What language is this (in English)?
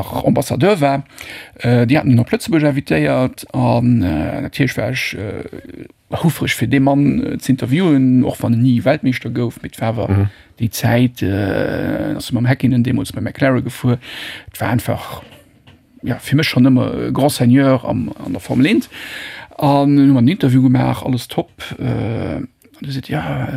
Luxembourgish